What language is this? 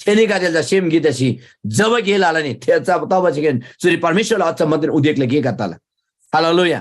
Eastern Tamang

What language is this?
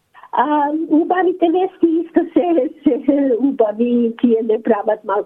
Macedonian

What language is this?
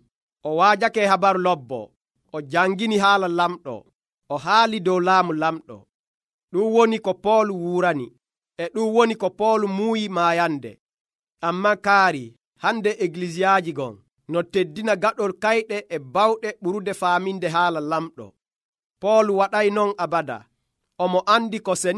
Nigerian Fulfulde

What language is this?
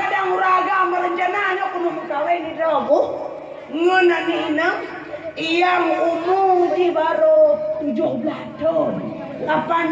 Achinese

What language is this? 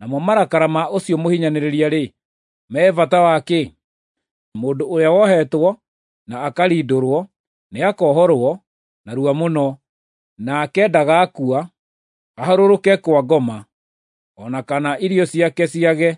Kikuyu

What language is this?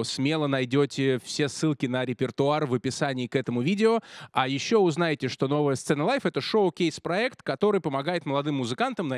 Russian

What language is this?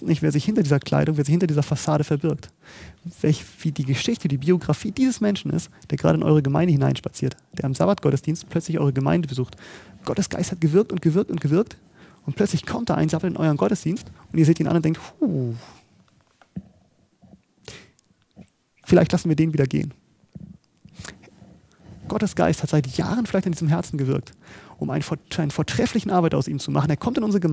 German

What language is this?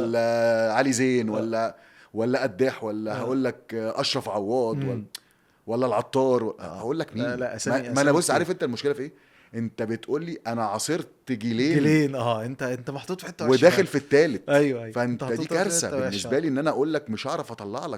Egyptian Arabic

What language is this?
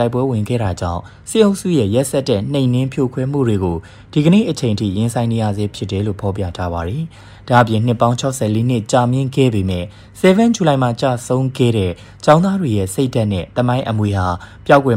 Burmese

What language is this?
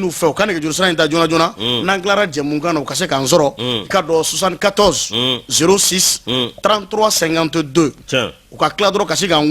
Bambara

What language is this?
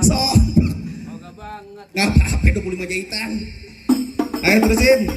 Betawi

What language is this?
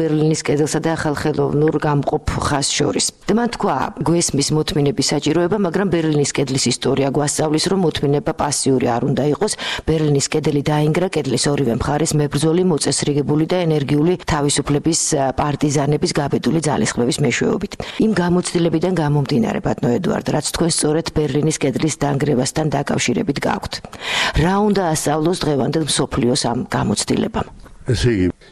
Georgian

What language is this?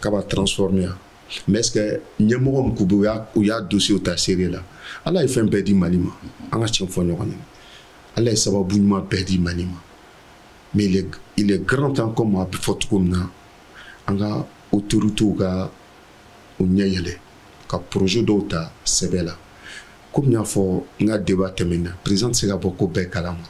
Bambara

